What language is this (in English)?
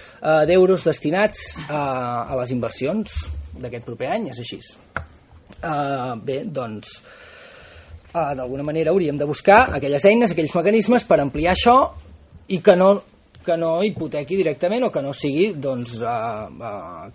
Catalan